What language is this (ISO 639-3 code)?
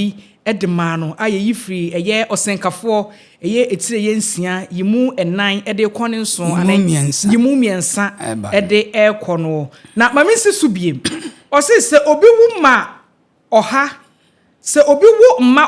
aka